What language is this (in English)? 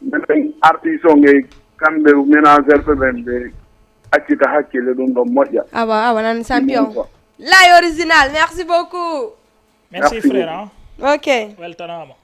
Fula